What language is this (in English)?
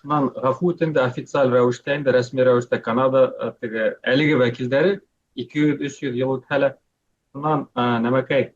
Bashkir